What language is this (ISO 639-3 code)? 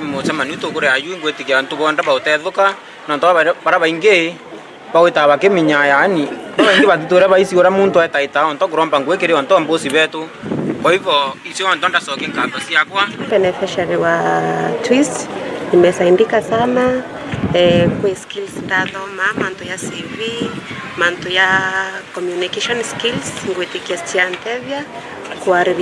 mer